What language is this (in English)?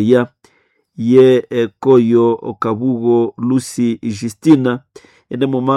Nande